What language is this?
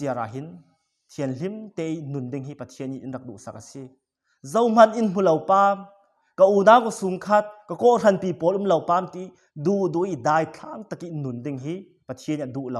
Falam Chin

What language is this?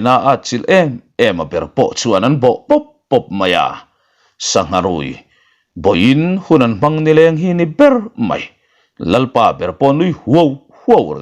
Mizo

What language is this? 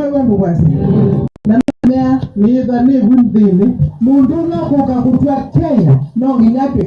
Kamba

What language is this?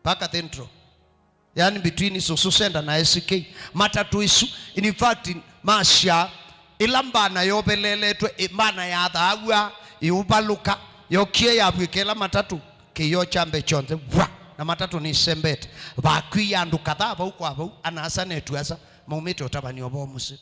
Kamba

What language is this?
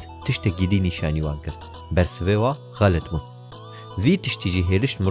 Kurdish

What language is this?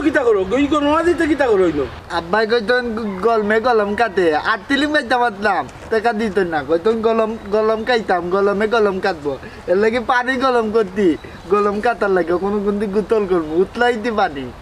Sylheti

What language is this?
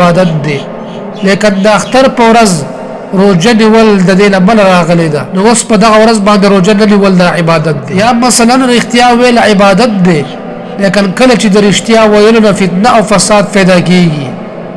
Pashto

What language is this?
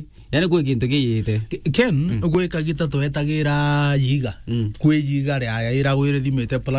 Meru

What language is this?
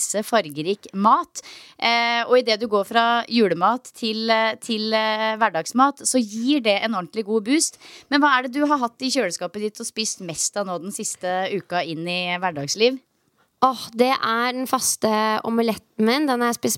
Norwegian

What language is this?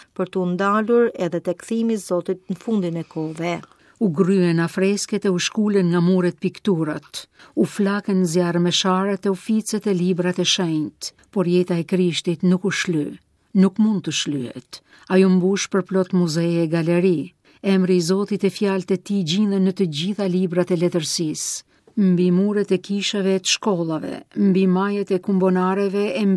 Albanian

